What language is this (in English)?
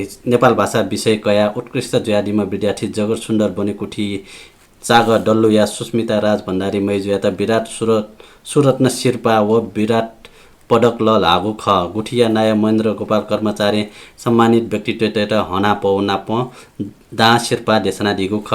Newari